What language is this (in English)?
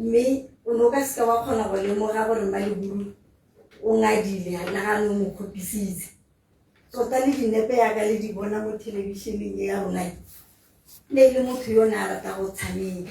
Tswana